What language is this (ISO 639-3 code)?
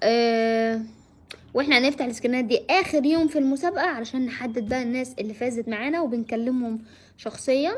arz